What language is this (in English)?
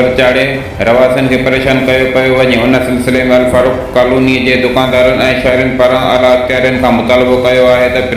Sindhi